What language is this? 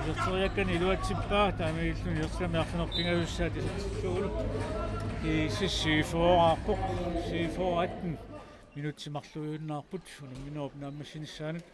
Kalaallisut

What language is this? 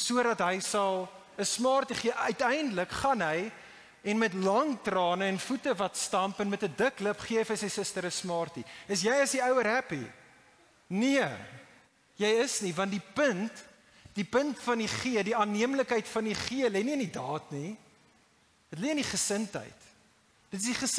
Afrikaans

